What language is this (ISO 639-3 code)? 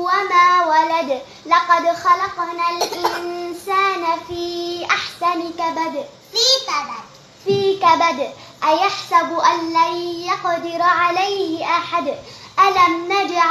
ara